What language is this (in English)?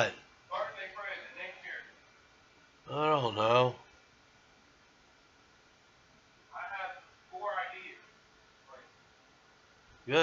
English